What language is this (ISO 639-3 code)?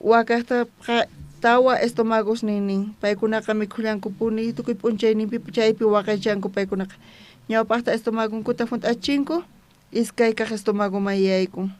quh